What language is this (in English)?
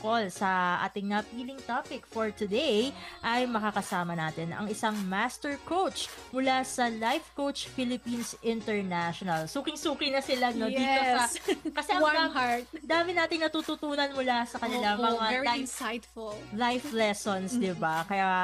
Filipino